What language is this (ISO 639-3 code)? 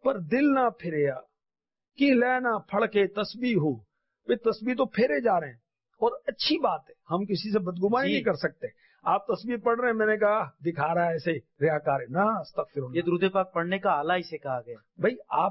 urd